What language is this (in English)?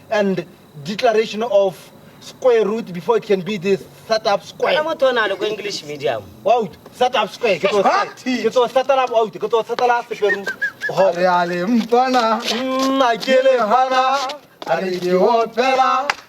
Tswana